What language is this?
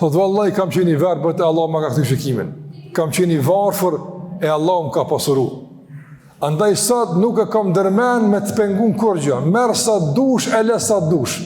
Albanian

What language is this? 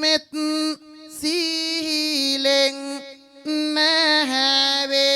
Sinhala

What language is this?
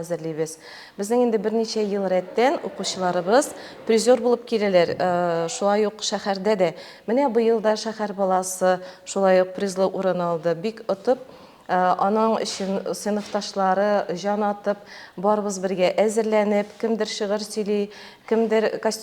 Tatar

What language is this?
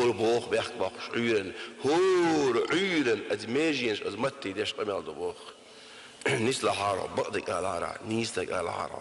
Chechen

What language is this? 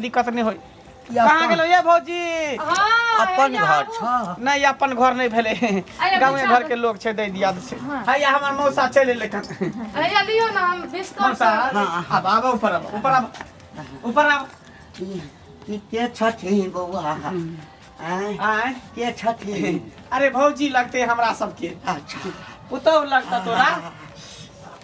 Maithili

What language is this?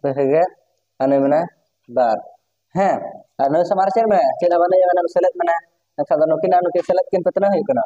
Santali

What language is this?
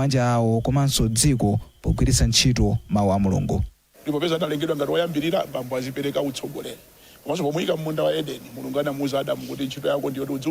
Nyanja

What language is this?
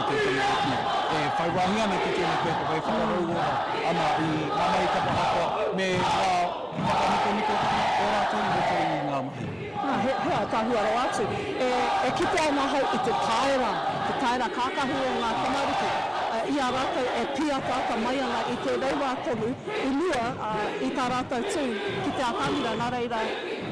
Māori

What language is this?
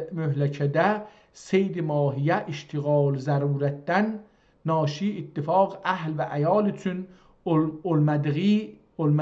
South Azerbaijani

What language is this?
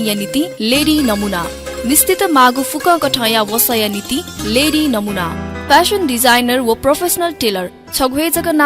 Newari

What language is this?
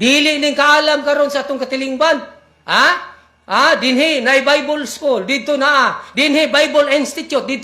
Cebuano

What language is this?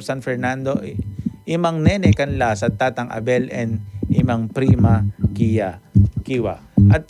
Pampanga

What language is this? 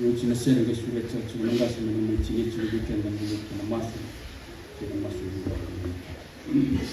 Fijian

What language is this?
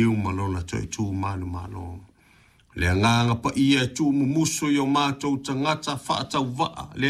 Samoan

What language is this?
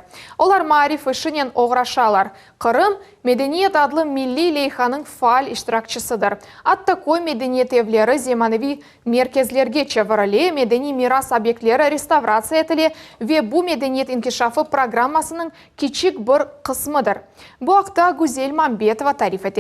Crimean Tatar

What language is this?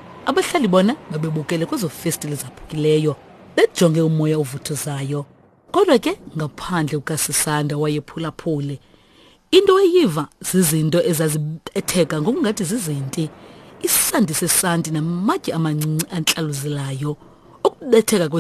Xhosa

